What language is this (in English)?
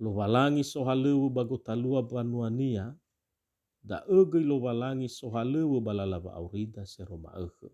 Nias